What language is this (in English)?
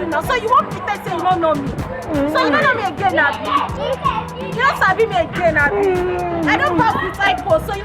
Nigerian Pidgin